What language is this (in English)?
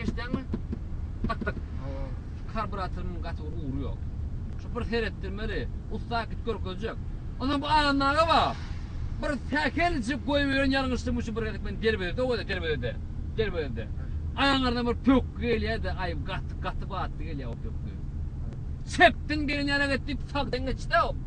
Turkmen